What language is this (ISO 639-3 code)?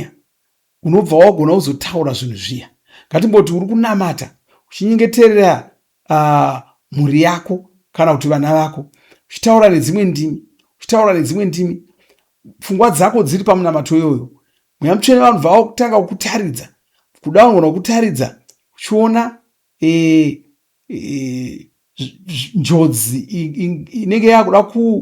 sna